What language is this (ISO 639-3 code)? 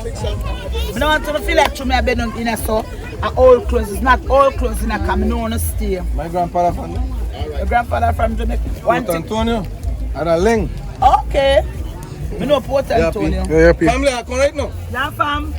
jam